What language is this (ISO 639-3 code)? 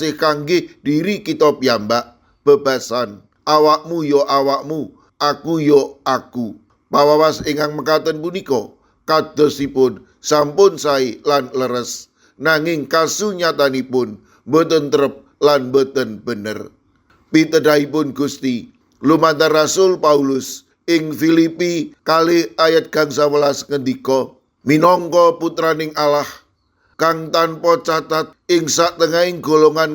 jav